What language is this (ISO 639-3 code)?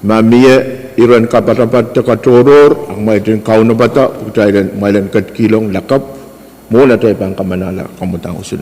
pon